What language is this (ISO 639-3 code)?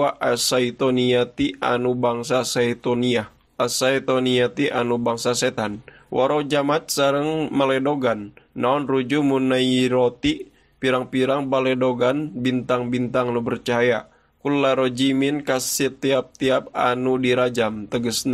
sun